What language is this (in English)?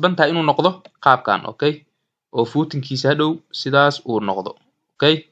Somali